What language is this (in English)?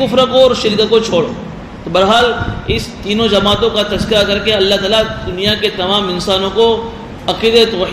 Urdu